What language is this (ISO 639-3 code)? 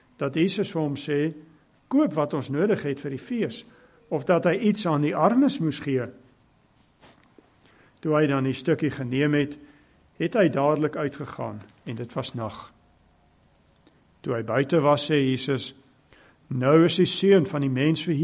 afr